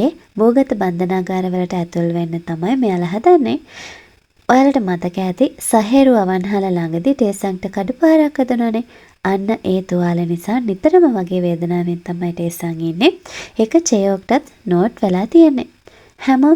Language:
Sinhala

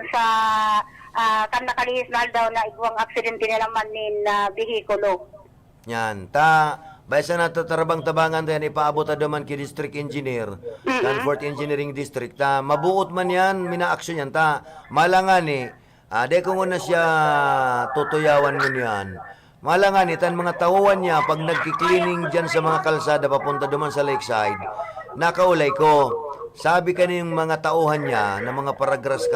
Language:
Bikol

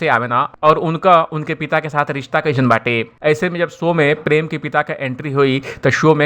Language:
Bhojpuri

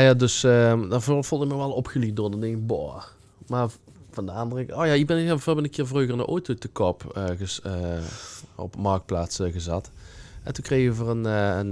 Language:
Limburgish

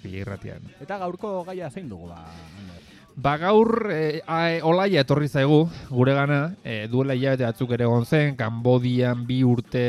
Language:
Basque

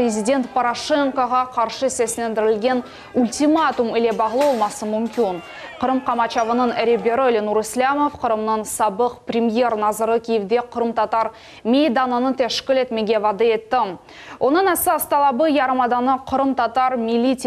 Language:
Crimean Tatar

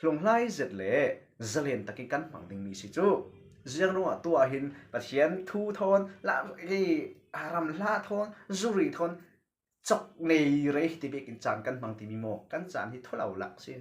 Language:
Falam Chin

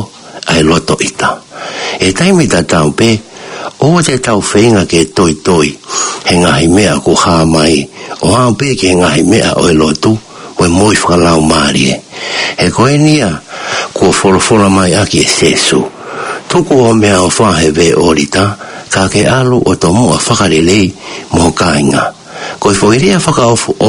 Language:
Tongan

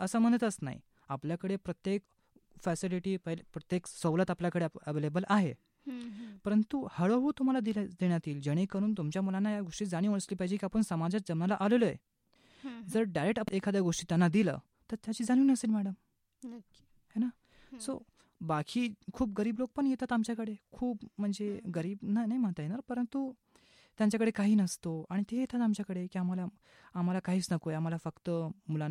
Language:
Marathi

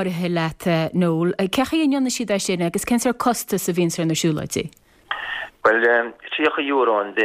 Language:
Irish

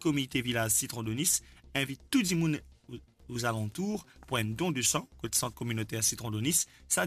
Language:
Morisyen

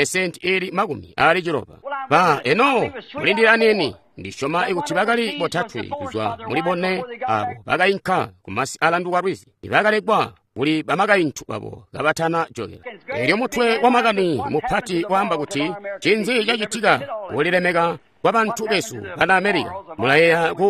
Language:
Tonga (Zambia)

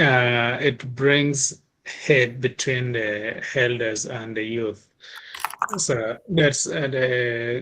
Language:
Acoli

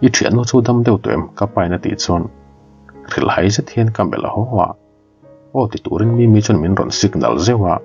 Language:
Mizo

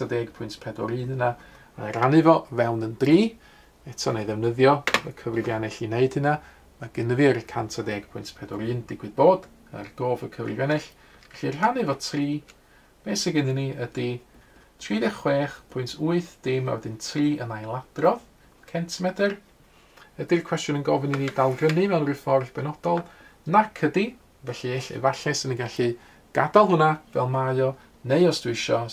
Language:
Welsh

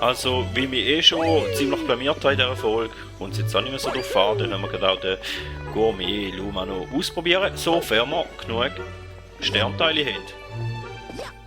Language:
Swiss German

